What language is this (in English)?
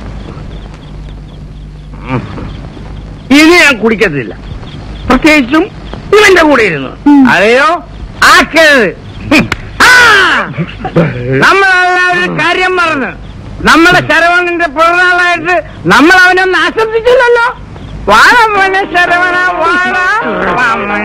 Malayalam